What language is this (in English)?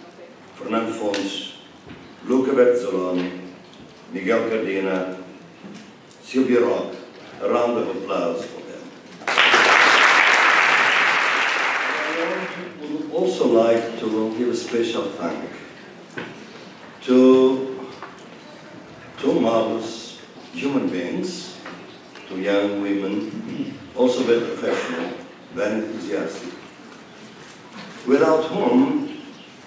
English